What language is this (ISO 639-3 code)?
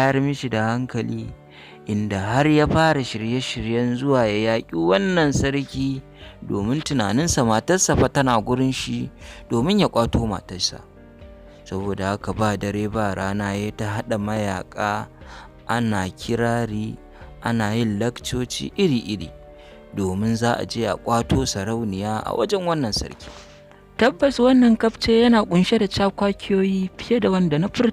hau